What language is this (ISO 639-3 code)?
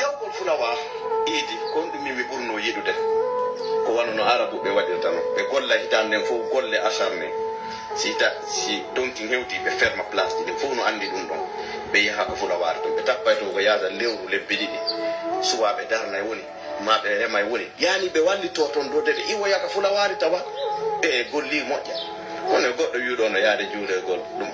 fuf